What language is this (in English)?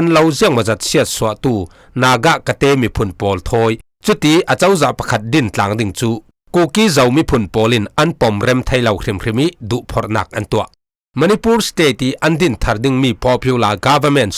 Falam Chin